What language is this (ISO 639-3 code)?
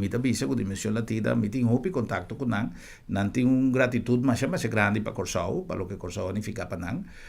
pap